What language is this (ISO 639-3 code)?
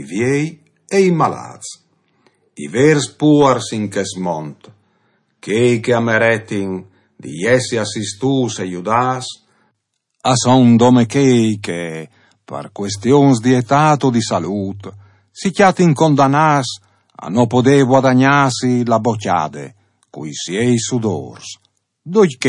fur